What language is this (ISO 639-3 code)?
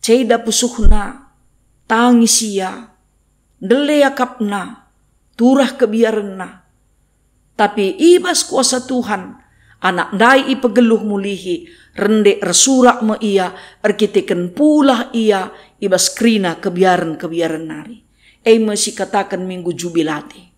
btx